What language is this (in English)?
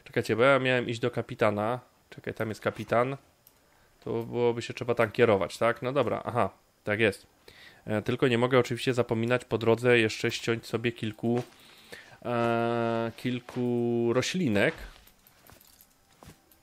Polish